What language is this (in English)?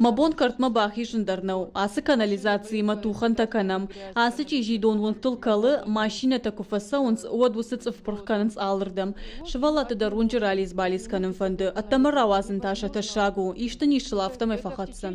Ossetic